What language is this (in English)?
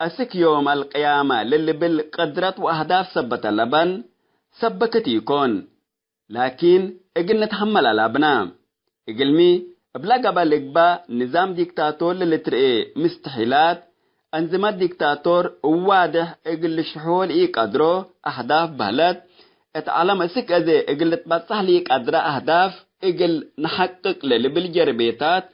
Tigre